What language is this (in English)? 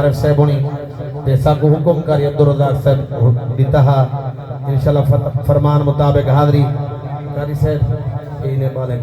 Saraiki